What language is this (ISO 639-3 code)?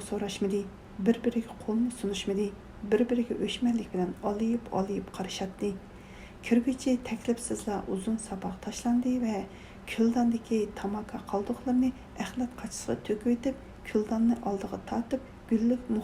uig